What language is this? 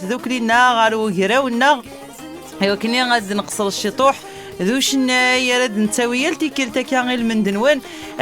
Kabyle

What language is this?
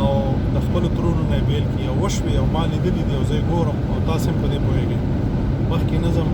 Pashto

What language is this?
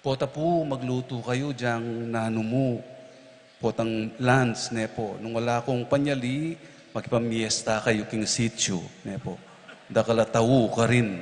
Pampanga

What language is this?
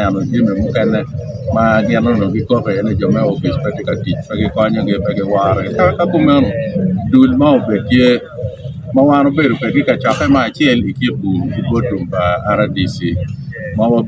Acoli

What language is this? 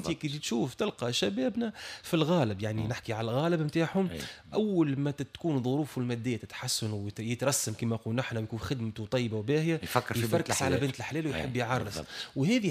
Tunisian Arabic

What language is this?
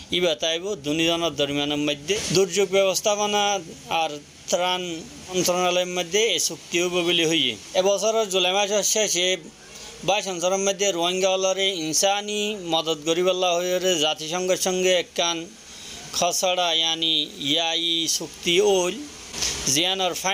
Rohingya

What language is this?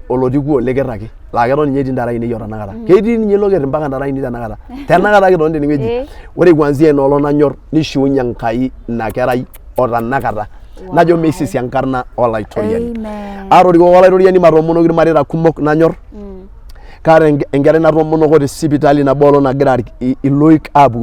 Masai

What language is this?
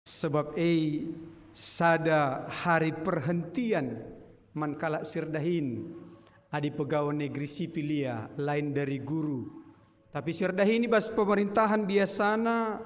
Batak Karo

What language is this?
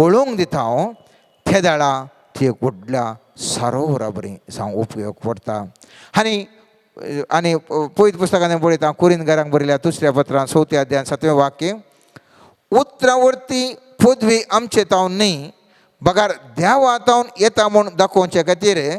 Konkani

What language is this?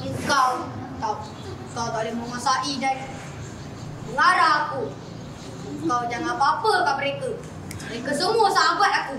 Malay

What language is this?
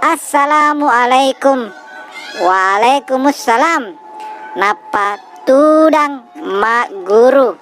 Buginese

